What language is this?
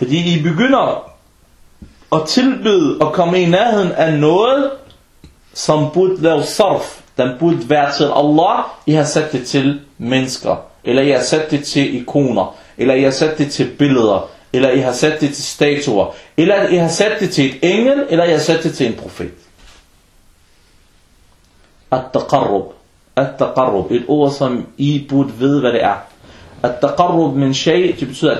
Danish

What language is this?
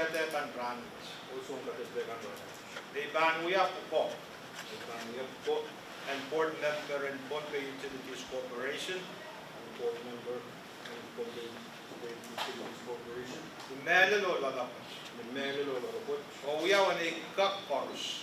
Pohnpeian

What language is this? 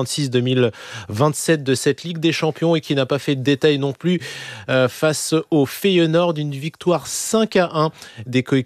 French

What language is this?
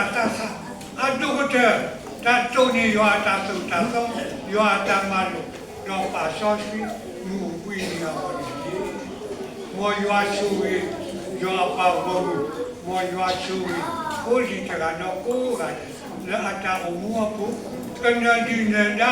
S'gaw Karen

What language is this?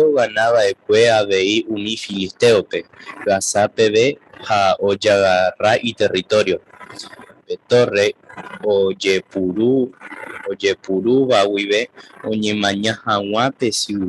Guarani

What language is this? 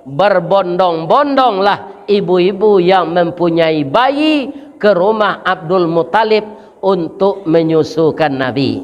Minangkabau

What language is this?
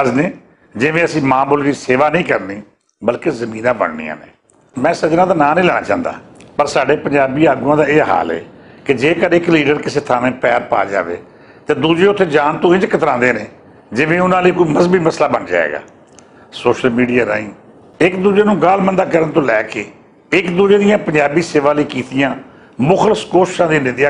Western Panjabi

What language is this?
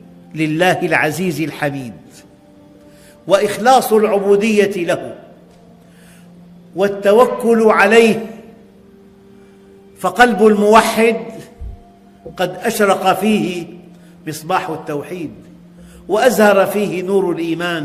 Arabic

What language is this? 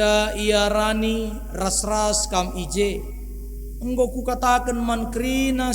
Batak Karo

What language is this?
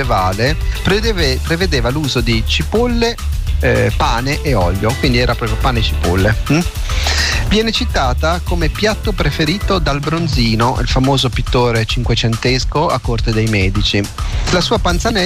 Italian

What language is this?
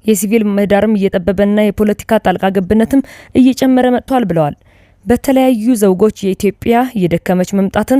Amharic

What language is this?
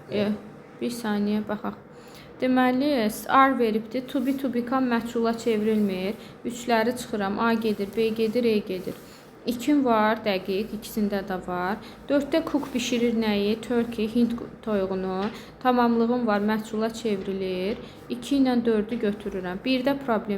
Azerbaijani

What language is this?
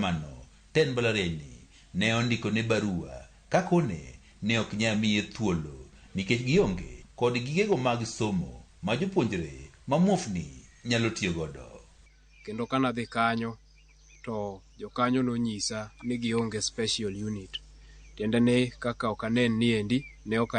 Luo (Kenya and Tanzania)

